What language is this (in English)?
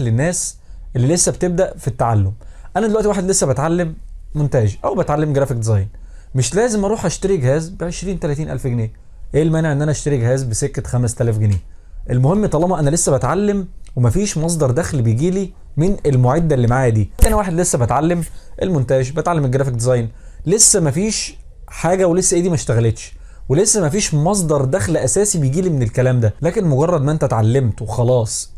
Egyptian Arabic